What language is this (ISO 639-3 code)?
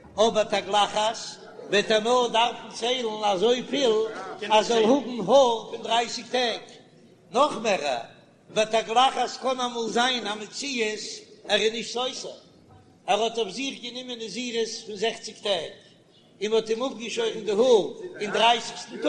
yid